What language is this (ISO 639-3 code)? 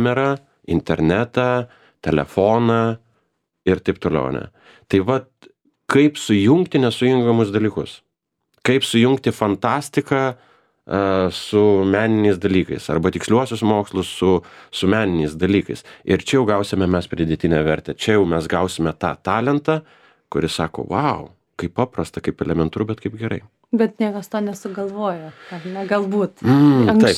lit